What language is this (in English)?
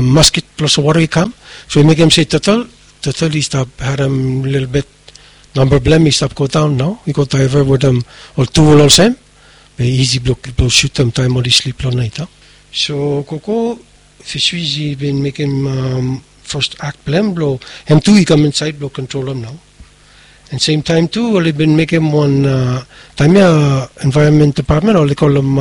Bislama